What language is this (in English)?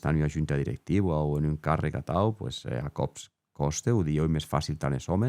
Occitan